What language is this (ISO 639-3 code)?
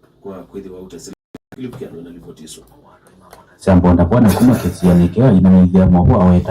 kam